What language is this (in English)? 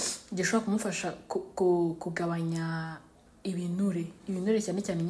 Kinyarwanda